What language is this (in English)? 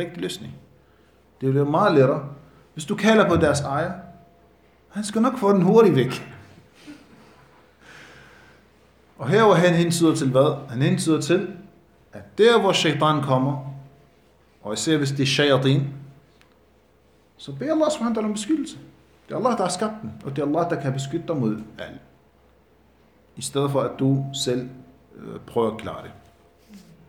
Danish